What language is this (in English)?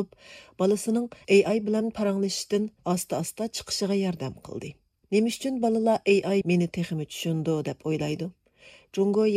Uyghur